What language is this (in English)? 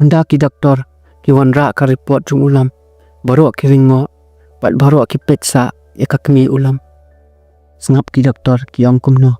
Khasi